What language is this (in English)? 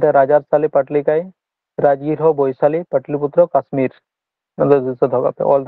Santali